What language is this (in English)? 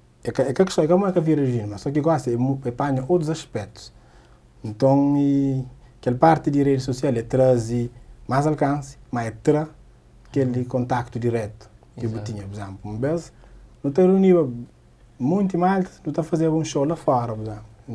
Kabuverdianu